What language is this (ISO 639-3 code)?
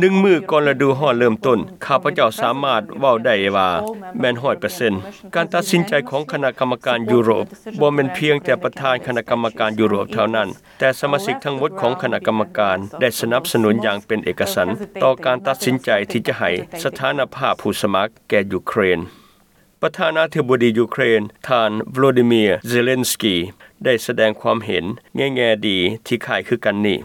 lao